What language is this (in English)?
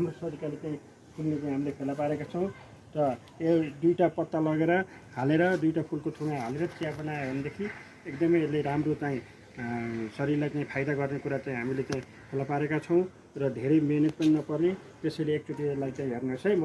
Nepali